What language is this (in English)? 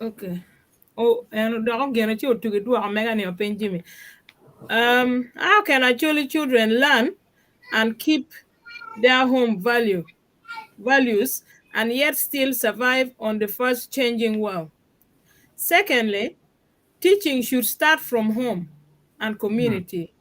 Acoli